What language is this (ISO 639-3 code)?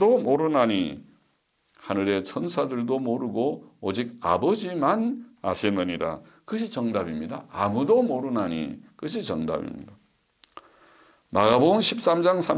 kor